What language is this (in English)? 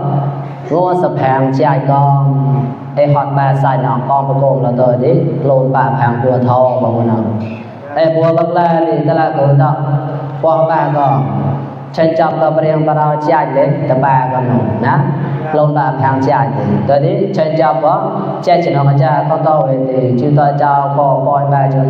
Mon